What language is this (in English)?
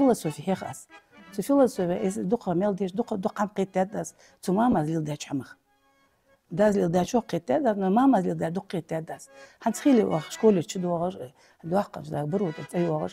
Ingush